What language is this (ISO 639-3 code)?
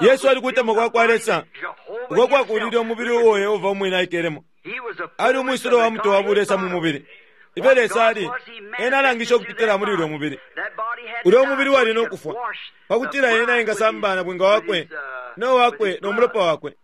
bem